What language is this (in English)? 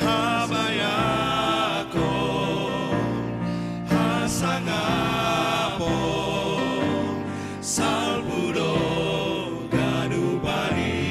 Batak Simalungun